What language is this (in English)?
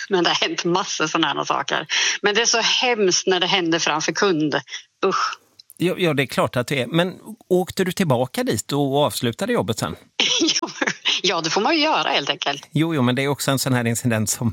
Swedish